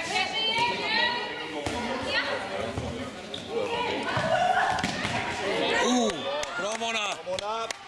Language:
Swedish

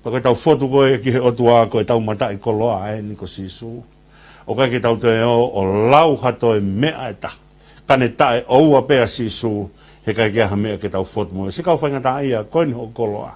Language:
Tongan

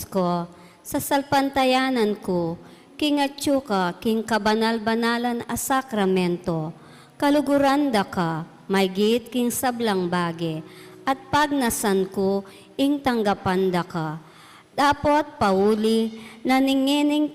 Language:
Pampanga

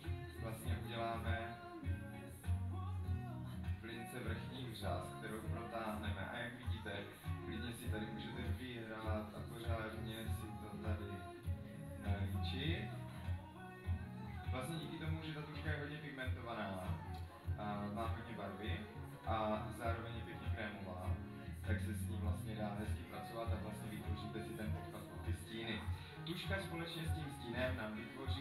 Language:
Czech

